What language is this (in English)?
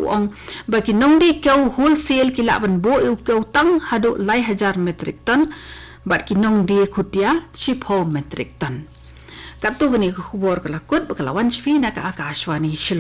Khasi